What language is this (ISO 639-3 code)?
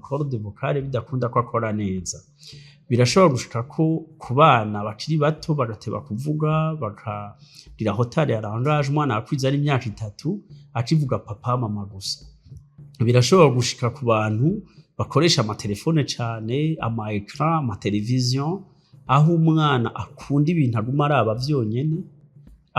run